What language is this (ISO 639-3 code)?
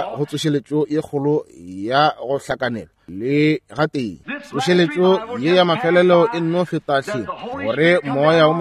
nso